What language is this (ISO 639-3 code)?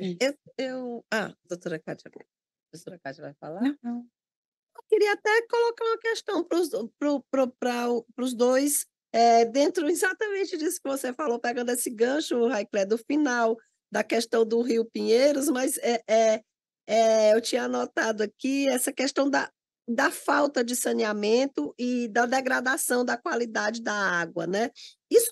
por